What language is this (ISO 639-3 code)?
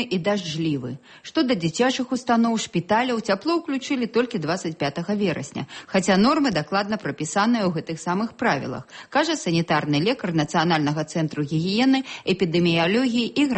bel